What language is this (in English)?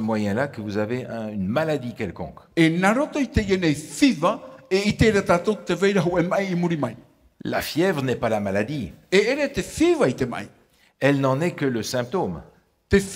Tahitian